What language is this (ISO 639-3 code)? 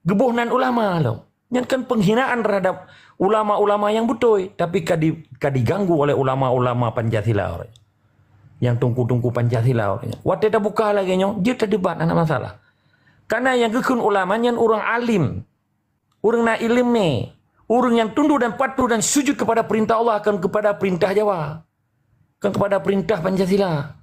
ace